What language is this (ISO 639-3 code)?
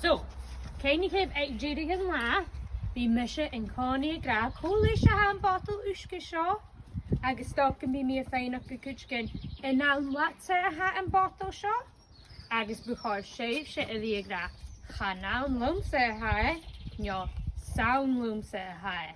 gla